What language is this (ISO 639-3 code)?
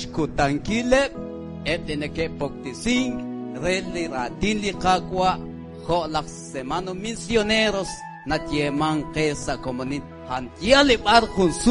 kek